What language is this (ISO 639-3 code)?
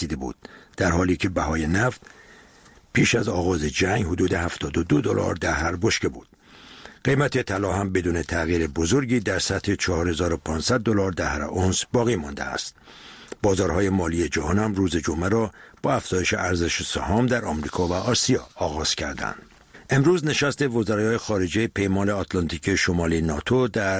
fas